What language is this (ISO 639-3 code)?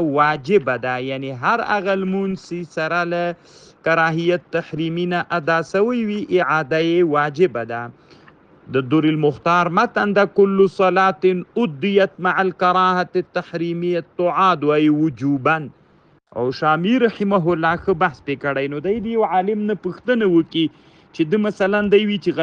pus